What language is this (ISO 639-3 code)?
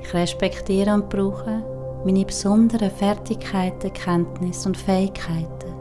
gsw